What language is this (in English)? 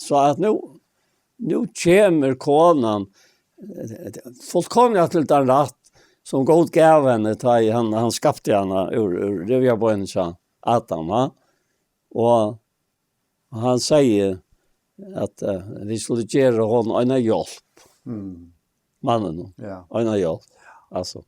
Faroese